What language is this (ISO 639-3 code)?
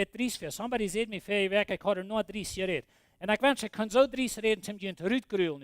pdt